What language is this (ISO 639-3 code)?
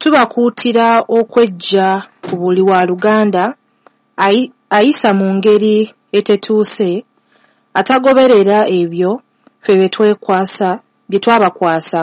lug